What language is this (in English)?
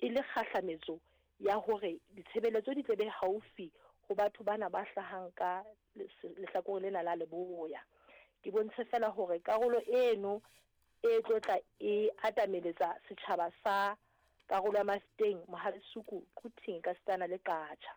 Southern Sotho